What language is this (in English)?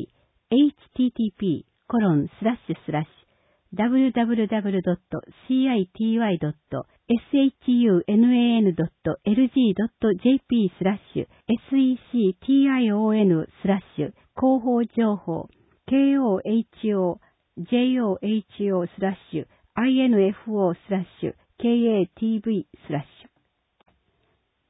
Japanese